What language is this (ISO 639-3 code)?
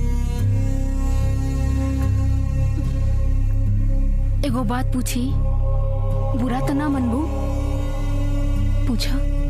bho